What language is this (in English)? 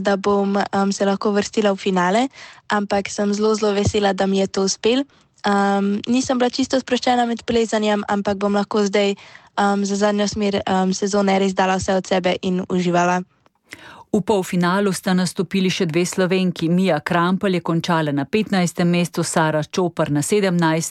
Slovenian